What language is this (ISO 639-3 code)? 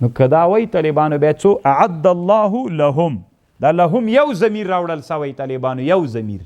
pus